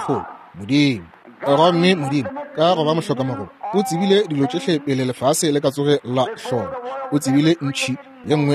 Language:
Northern Sotho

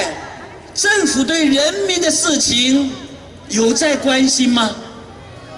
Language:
Chinese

